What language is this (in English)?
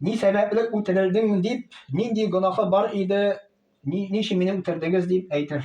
Tatar